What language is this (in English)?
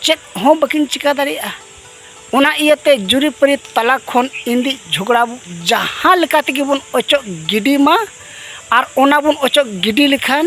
Santali